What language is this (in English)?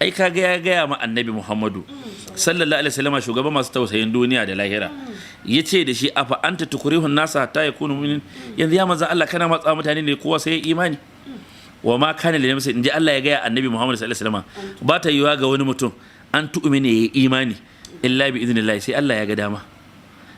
Hausa